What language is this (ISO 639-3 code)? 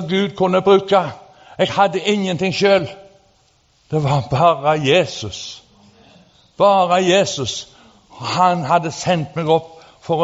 nor